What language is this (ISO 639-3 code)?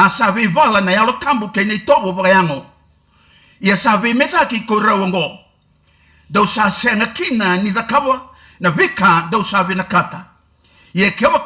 fij